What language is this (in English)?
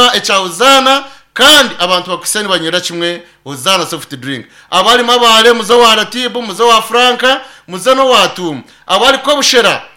Nyankole